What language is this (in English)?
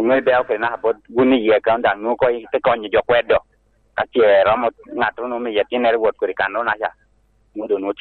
Lango (Uganda)